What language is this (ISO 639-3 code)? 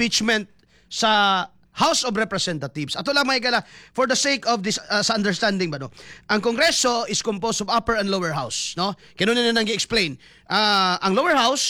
ceb